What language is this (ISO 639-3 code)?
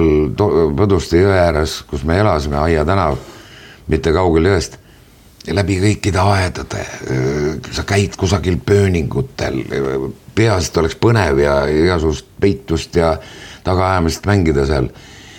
est